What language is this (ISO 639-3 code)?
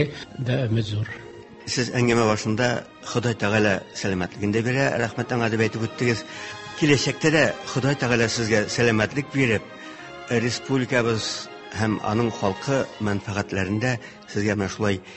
tat